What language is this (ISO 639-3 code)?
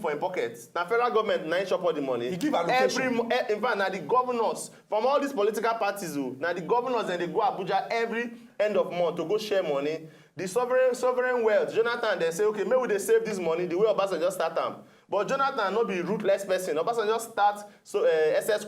pcm